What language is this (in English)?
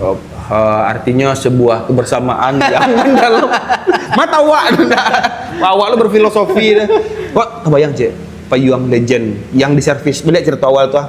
Minangkabau